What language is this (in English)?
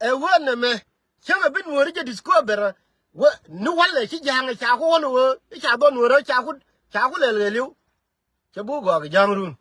Nuer